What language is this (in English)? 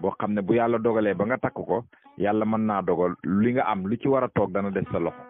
Wolof